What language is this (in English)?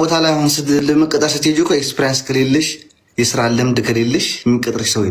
Amharic